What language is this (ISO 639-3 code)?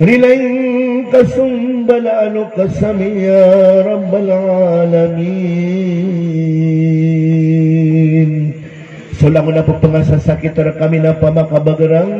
mrw